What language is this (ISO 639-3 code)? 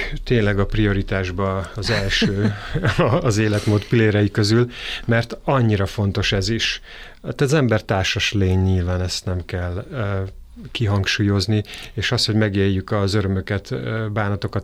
hun